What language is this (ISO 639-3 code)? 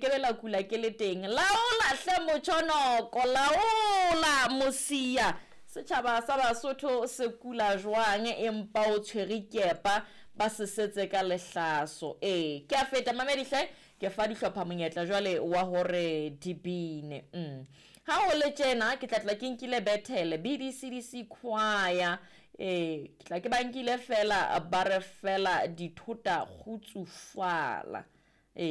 sot